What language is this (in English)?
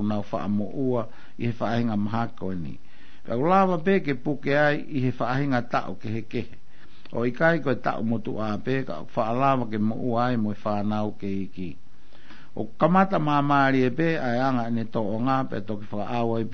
Tongan